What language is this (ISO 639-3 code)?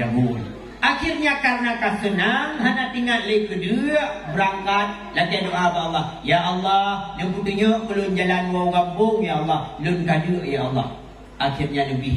ace